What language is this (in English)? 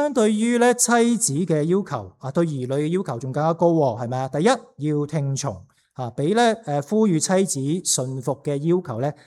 Cantonese